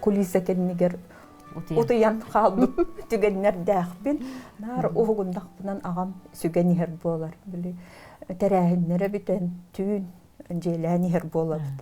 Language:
Yakut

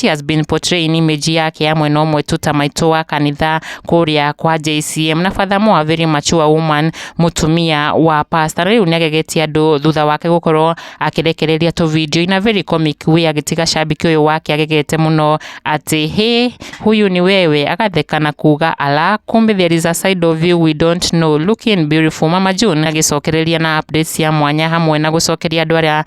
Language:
Kikuyu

